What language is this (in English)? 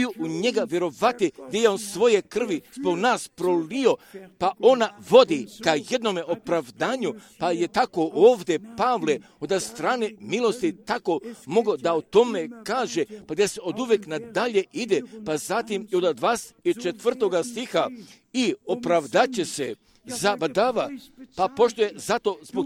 Croatian